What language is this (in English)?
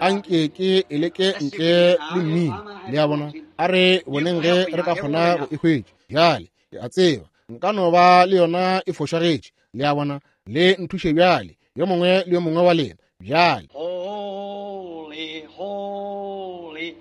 Northern Sotho